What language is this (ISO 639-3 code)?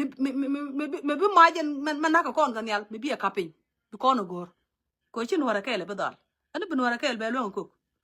nus